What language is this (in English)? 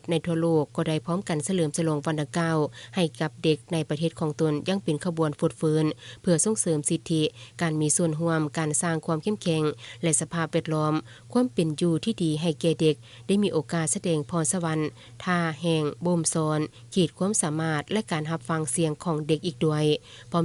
Lao